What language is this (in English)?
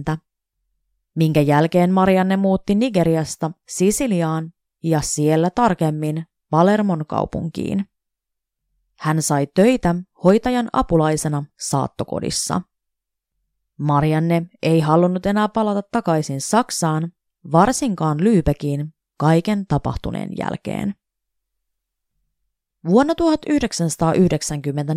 Finnish